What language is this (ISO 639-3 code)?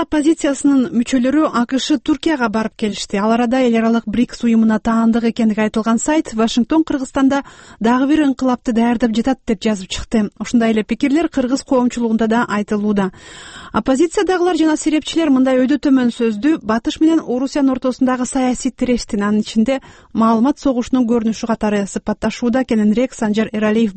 kir